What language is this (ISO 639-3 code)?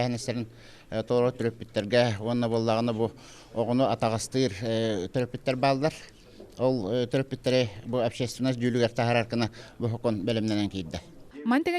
sah